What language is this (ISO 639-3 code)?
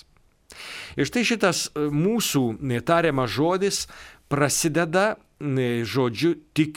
lit